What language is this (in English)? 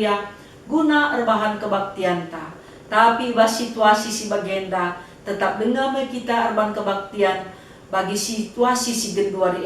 Batak Karo